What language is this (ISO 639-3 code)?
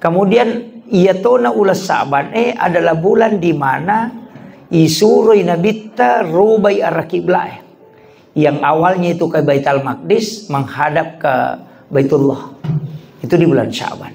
bug